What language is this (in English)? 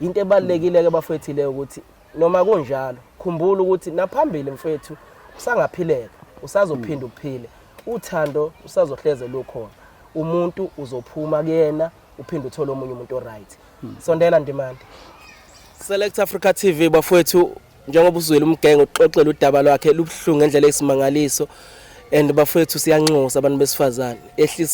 Zulu